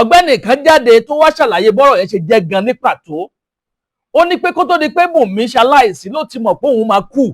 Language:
Yoruba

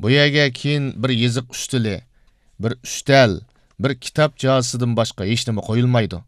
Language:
Uyghur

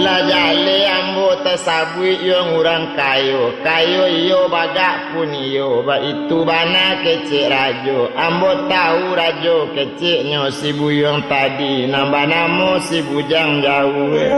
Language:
Minangkabau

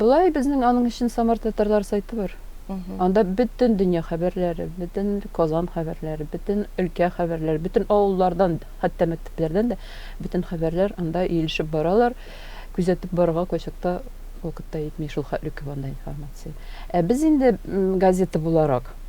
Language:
Tatar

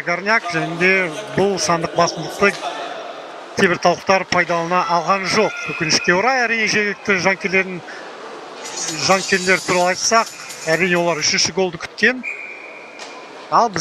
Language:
Kazakh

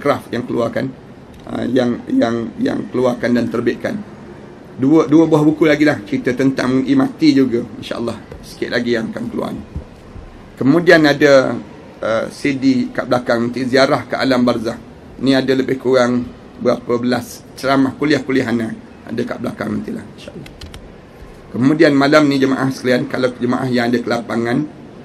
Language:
Malay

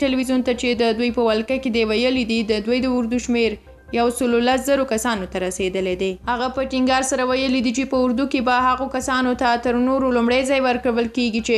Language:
Pashto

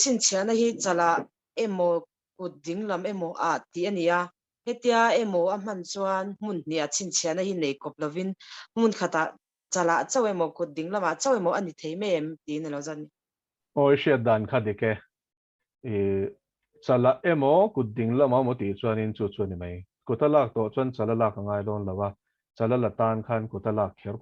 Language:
Mizo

